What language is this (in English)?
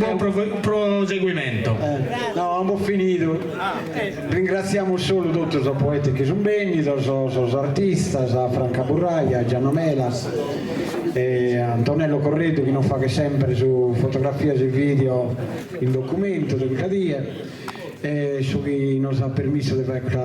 Sardinian